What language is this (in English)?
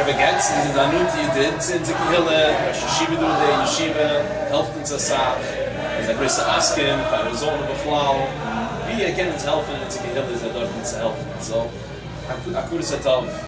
Yiddish